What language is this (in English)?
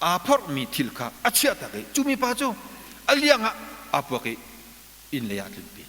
Hakha Chin